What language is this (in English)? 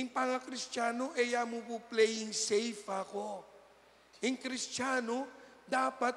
Pampanga